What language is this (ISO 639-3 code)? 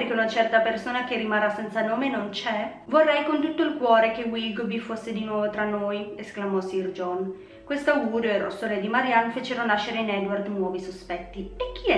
ita